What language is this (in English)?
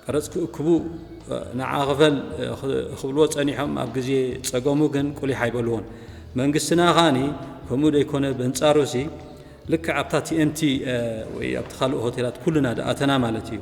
Tigrinya